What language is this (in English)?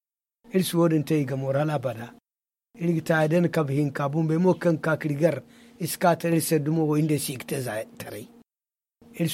Zarma